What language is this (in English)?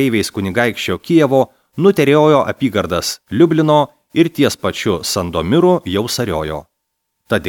Lithuanian